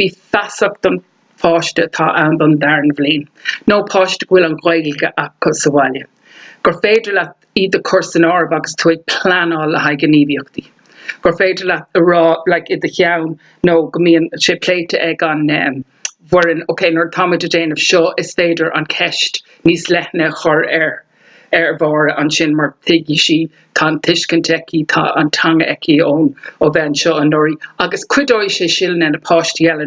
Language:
Irish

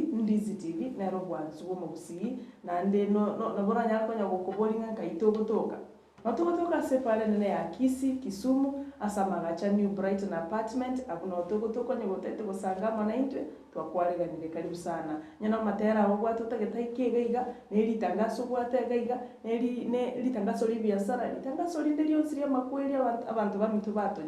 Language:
Gusii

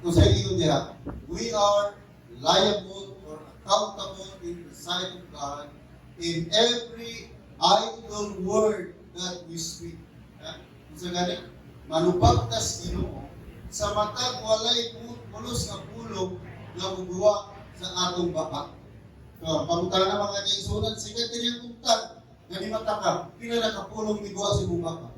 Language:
Cebuano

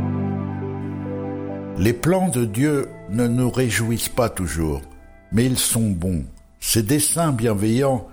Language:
French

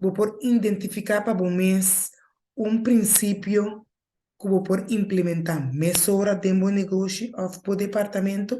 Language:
Papiamento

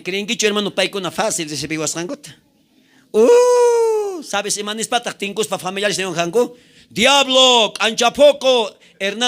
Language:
South Bolivian Quechua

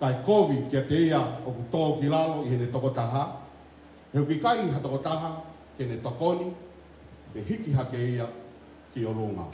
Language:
Tongan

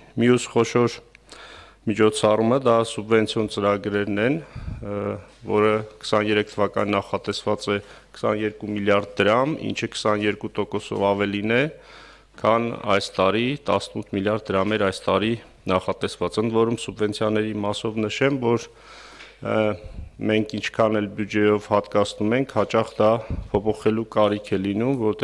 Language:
Armenian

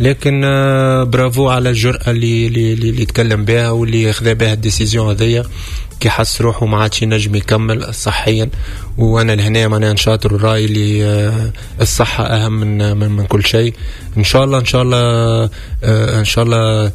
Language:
Tunisian Arabic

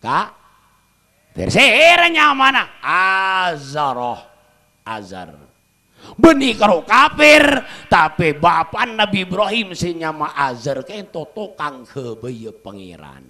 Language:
Madurese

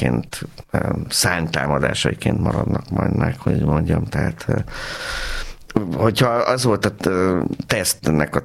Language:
Hungarian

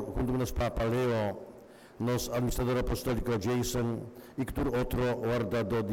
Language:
Papiamento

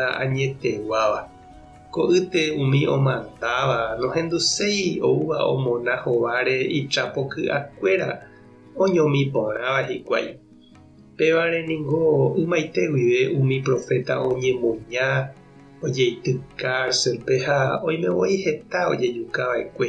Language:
Guarani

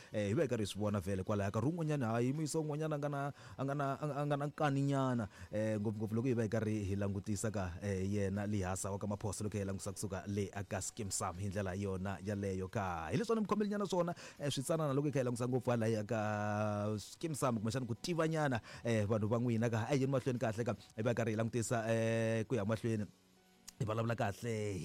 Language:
Tsonga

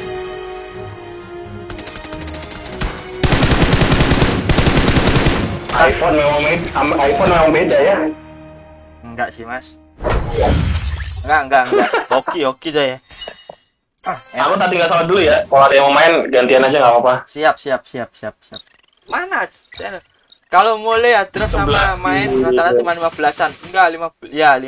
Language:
Indonesian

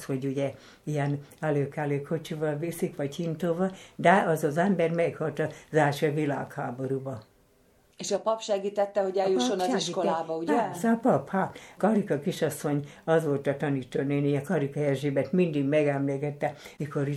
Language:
Hungarian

